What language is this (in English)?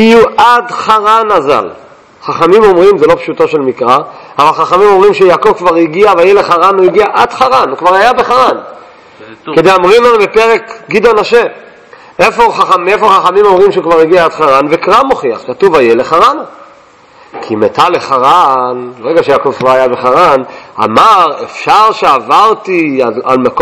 Hebrew